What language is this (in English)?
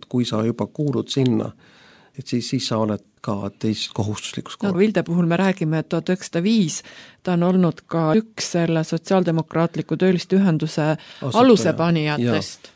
Estonian